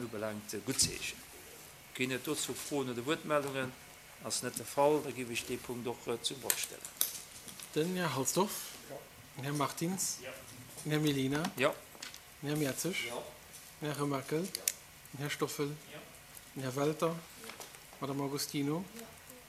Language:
Luxembourgish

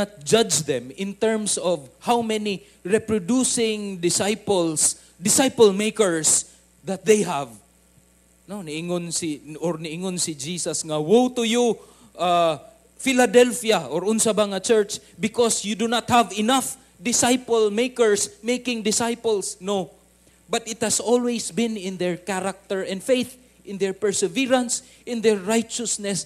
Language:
Cebuano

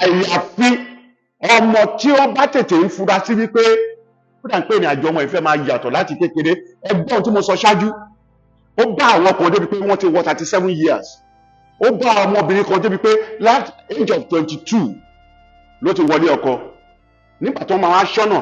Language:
Yoruba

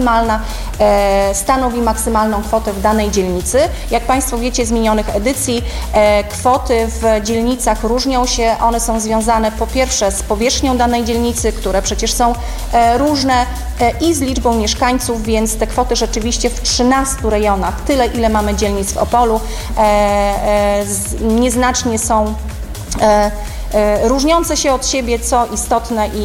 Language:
Polish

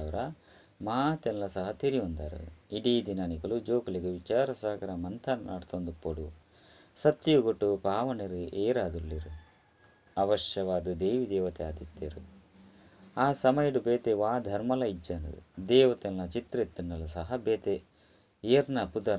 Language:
Tulu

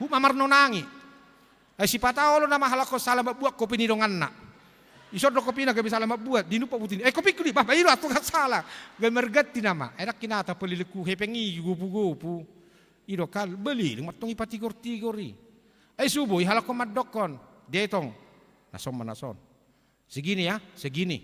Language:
Batak Toba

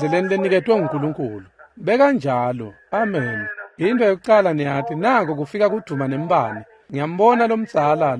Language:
Swati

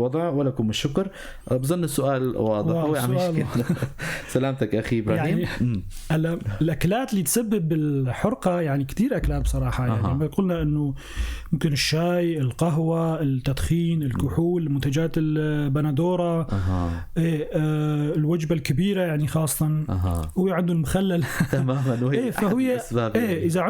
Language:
North Levantine Arabic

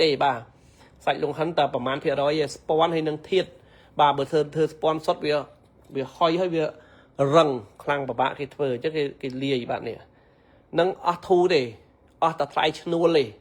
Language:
Khmer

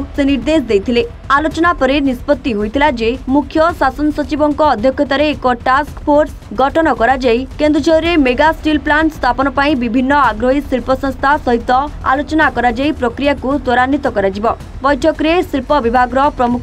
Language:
Odia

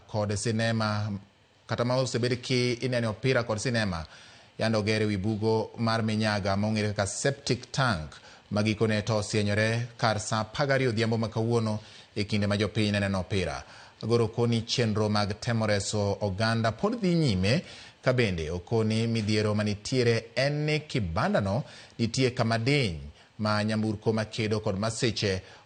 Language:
Luo (Kenya and Tanzania)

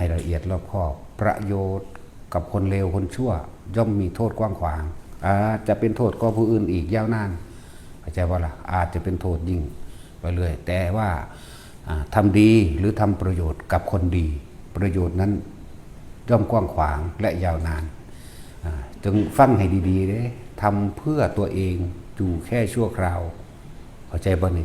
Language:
Northeastern Thai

